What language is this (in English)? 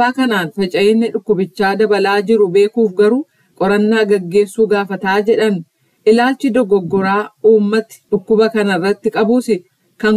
Oromo